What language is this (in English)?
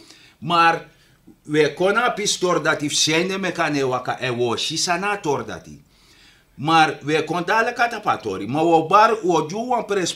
Sranan Tongo